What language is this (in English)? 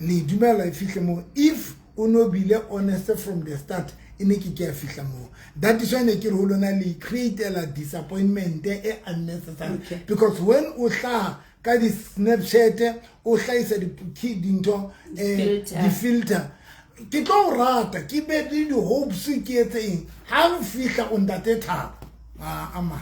Southern Sotho